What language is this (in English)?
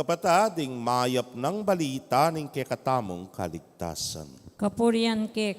Pampanga